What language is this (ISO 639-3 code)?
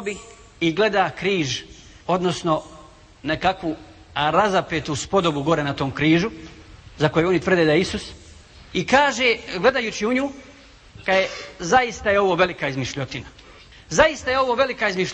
bos